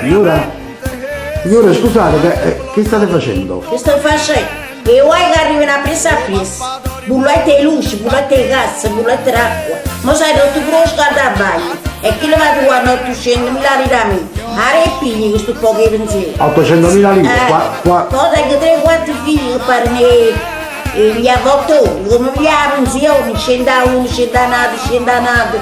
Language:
Neapolitan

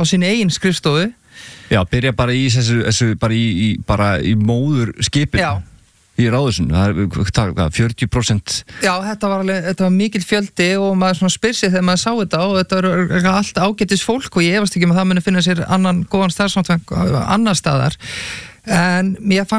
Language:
Icelandic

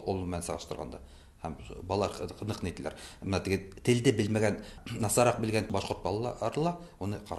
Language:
Tatar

